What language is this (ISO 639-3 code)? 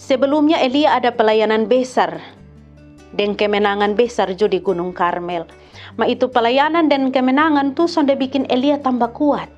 mkn